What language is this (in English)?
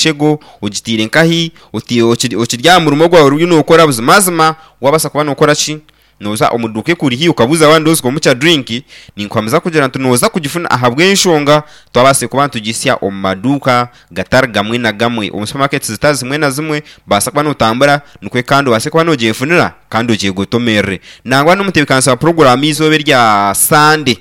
Nyankole